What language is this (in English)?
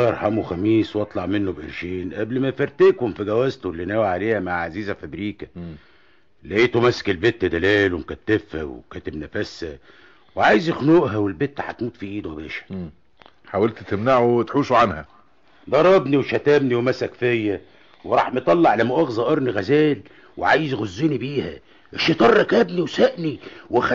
Egyptian Arabic